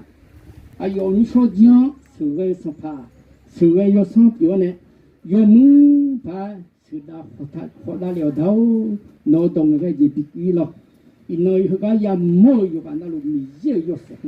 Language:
Akha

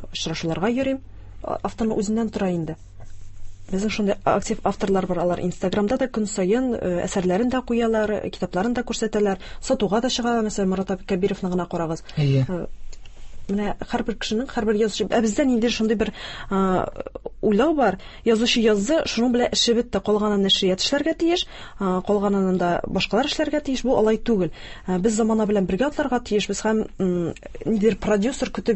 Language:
Tatar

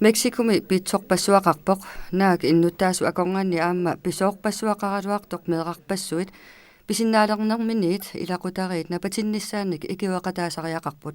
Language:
Kalaallisut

